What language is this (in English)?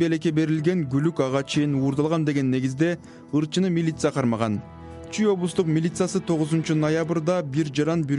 Kyrgyz